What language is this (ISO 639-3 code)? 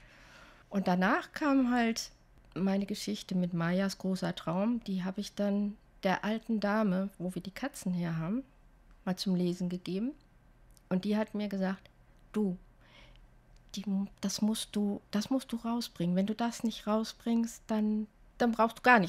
deu